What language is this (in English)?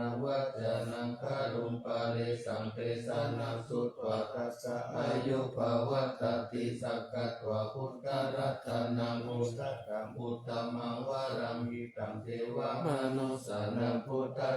Pali